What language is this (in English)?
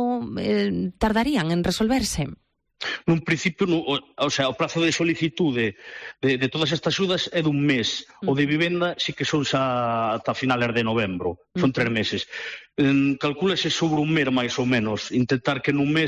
Galician